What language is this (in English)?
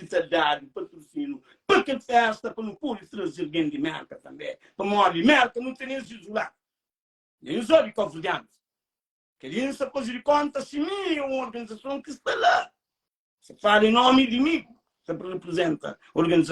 Kabuverdianu